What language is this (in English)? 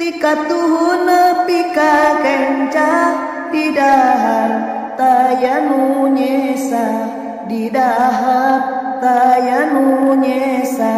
Sundanese